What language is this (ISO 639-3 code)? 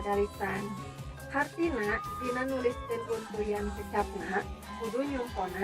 sun